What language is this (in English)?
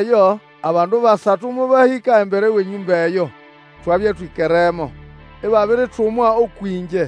Nande